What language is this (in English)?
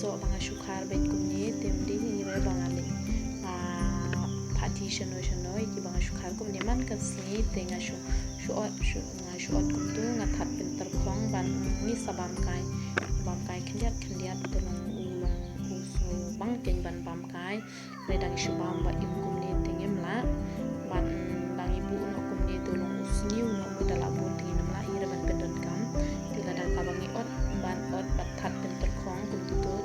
Khasi